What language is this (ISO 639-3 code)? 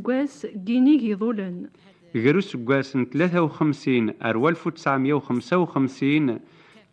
kab